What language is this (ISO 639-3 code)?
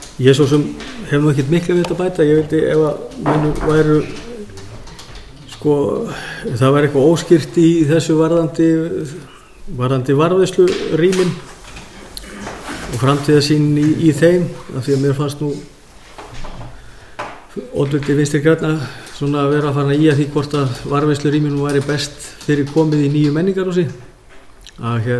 isl